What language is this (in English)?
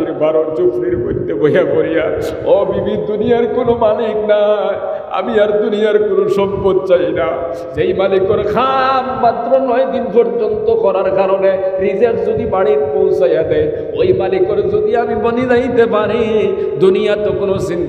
Sylheti